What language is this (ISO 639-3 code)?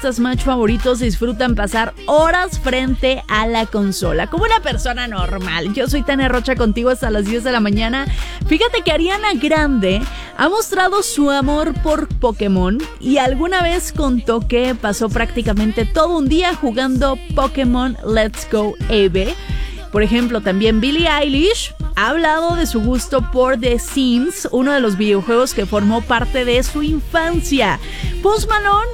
spa